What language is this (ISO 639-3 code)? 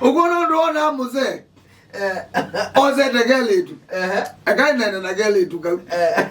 kam